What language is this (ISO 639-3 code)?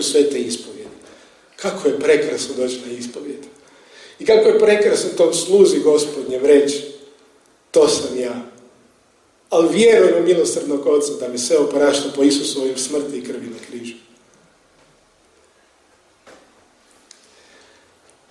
hrv